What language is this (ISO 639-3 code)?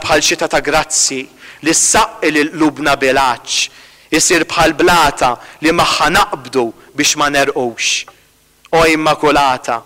mlt